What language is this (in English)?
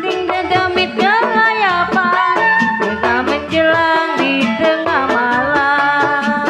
Betawi